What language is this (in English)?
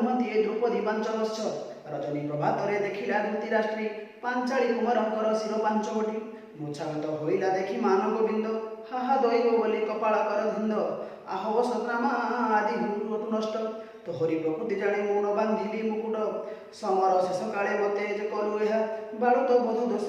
Odia